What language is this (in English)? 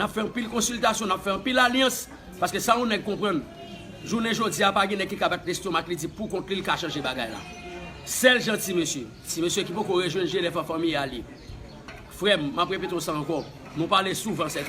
Haitian Creole